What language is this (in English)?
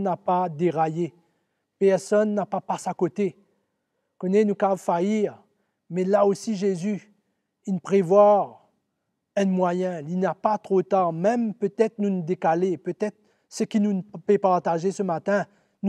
Morisyen